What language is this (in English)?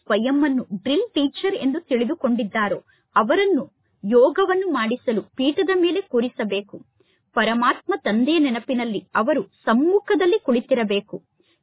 Kannada